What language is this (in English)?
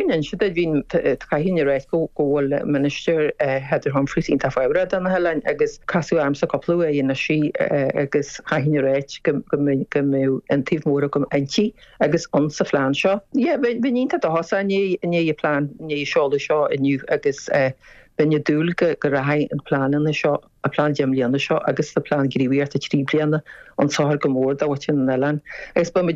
Irish